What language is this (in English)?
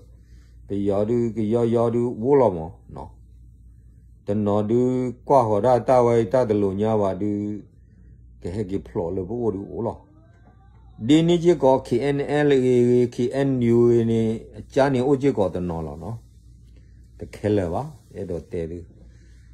S'gaw Karen